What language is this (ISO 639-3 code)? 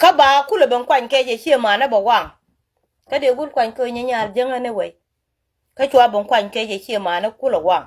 nus